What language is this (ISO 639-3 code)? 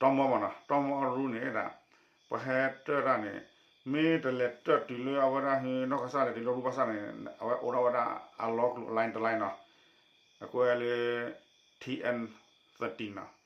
ksw